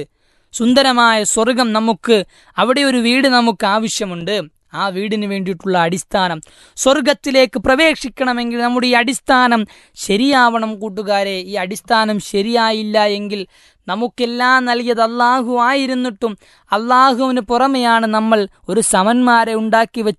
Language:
Malayalam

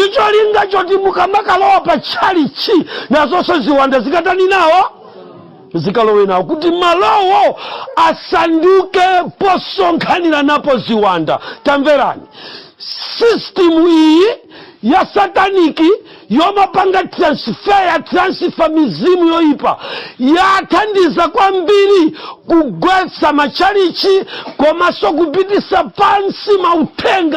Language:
Nyanja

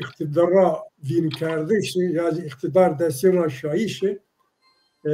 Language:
Zaza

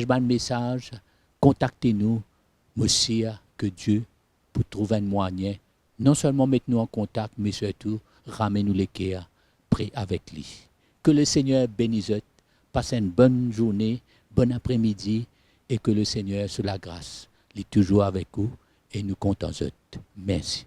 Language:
Morisyen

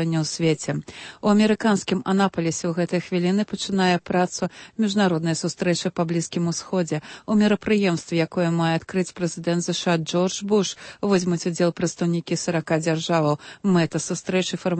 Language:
Belarusian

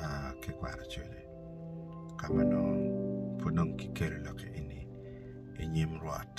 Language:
Acoli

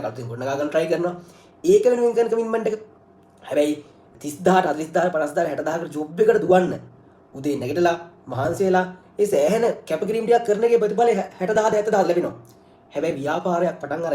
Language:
Sinhala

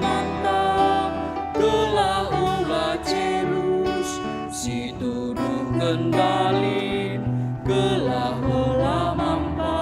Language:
Batak Karo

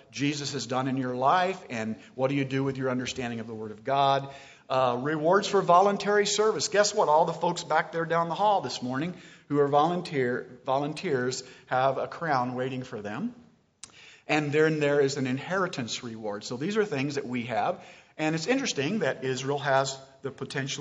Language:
English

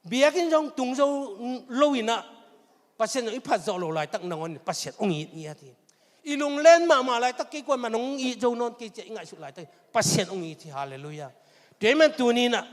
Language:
Tedim Chin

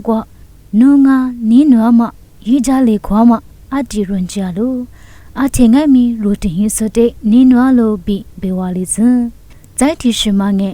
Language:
Lisu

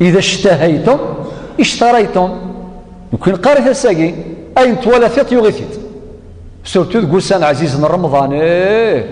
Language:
Kabyle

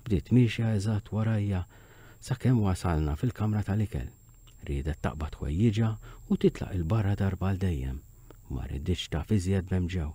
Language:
Maltese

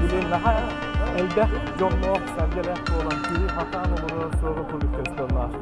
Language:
Yakut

